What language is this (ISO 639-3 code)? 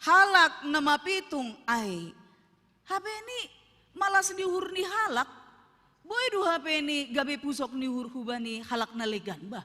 bts